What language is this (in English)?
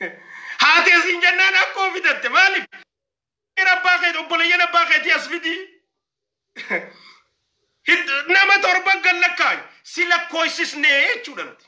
Oromo